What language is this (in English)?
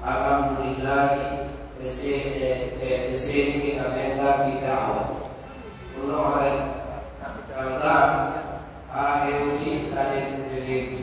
Pular